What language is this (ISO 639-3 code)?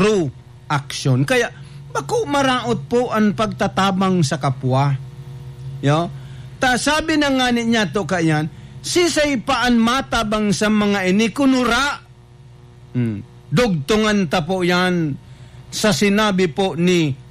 bik